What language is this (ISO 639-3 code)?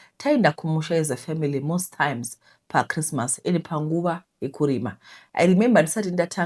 sna